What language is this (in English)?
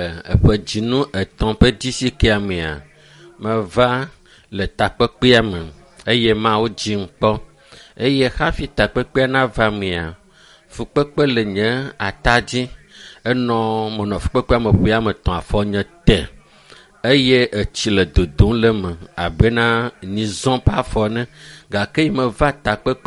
Ewe